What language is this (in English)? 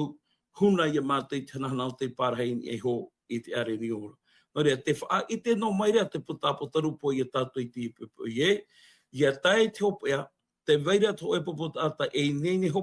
Tahitian